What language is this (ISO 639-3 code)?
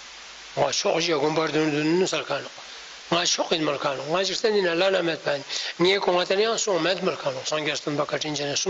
lbj